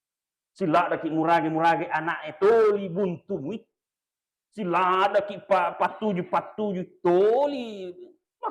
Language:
Buginese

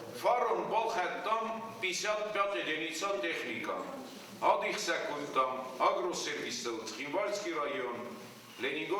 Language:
Ossetic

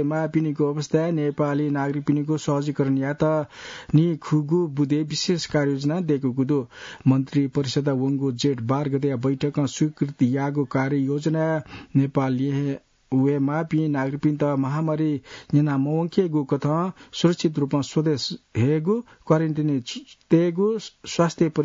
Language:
Newari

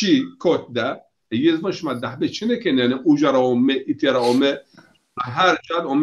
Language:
Zaza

